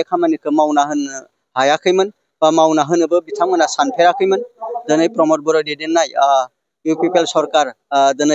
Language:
Bodo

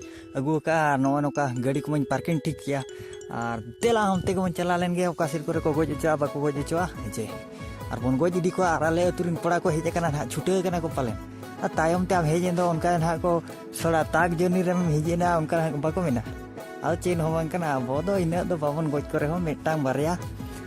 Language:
Santali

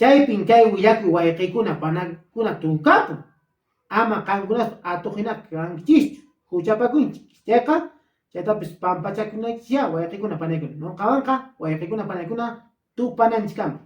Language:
Quechua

